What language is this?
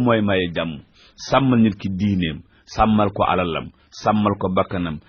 Wolof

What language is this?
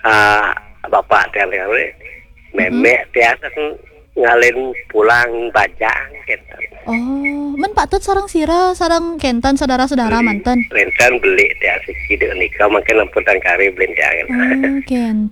Balinese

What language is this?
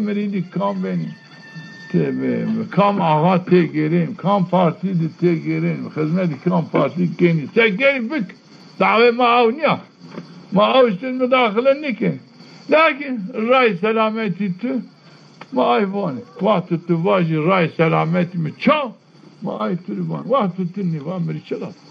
Zaza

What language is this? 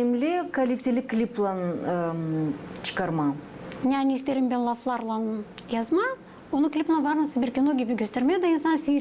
Gagauz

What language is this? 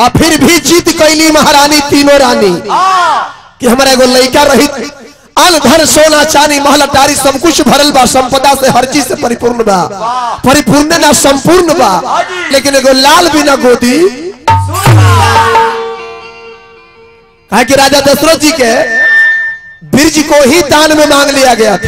Bhojpuri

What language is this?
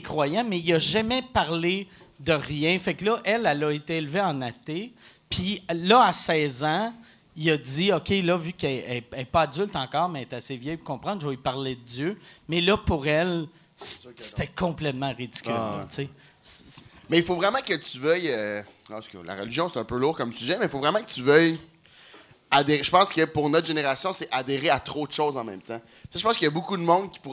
French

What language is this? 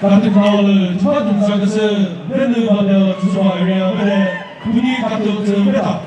Chokri Naga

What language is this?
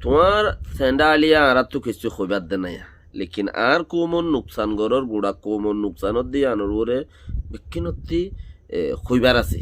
Rohingya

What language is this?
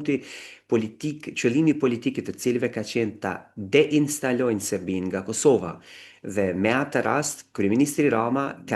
Albanian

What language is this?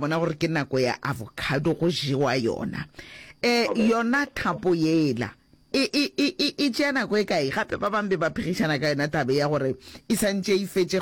Northern Sotho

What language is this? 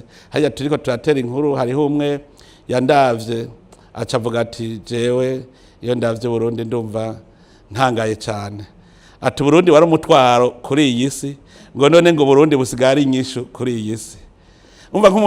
Rundi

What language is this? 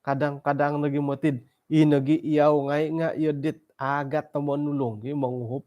Central Dusun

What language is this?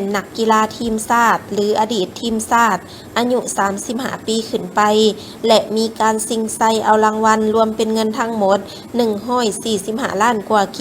Lao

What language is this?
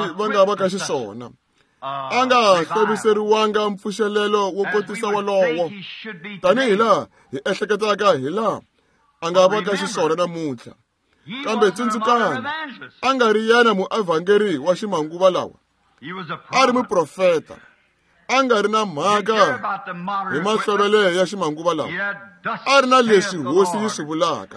Tsonga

